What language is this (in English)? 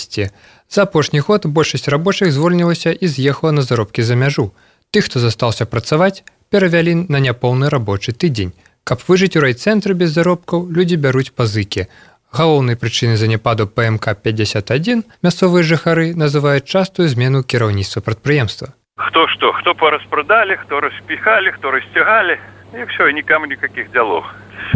Belarusian